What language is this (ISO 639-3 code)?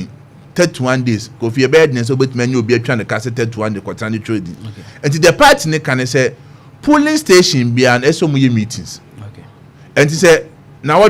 aka